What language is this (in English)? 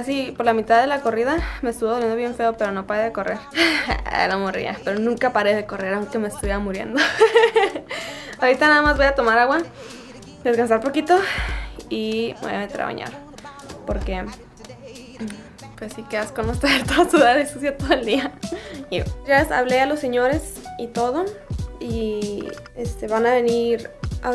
Spanish